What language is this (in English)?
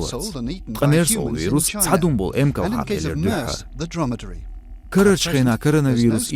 Chechen